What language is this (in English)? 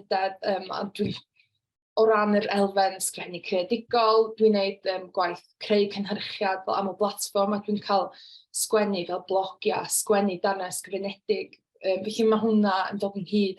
Welsh